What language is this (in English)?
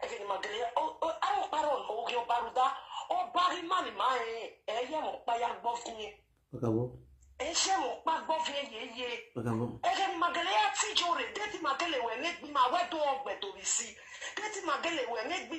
Nigerian Pidgin